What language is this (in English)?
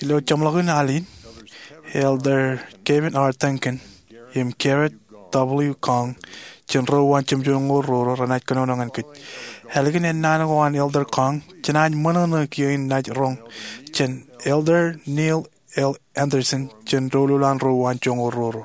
Marshallese